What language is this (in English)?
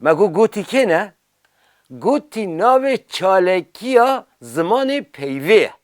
Kurdish